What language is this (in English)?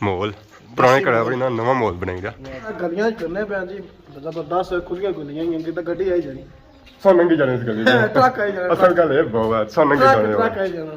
Pahari-Potwari